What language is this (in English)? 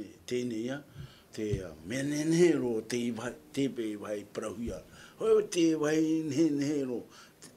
Tahitian